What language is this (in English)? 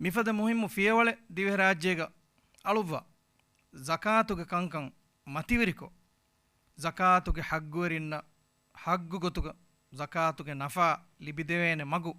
Divehi